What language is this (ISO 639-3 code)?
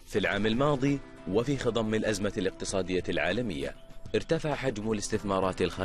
ara